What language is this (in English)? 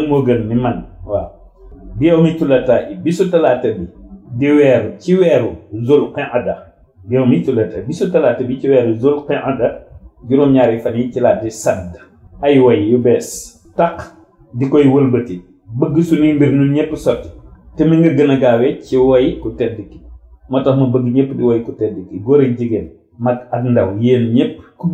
Wolof